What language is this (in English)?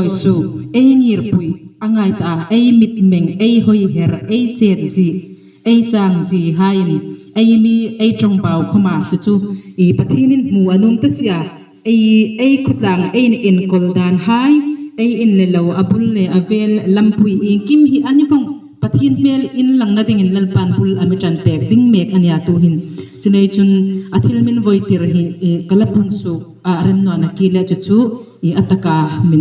Hmar